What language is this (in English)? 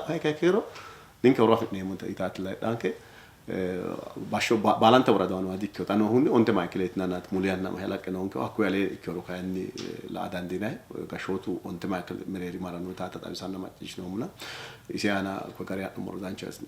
Sidamo